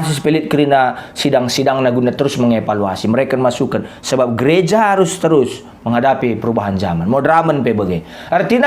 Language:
Batak Karo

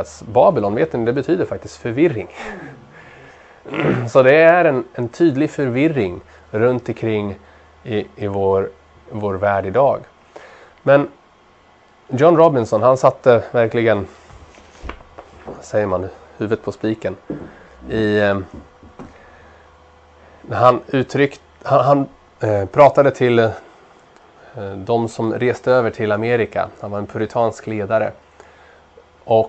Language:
Swedish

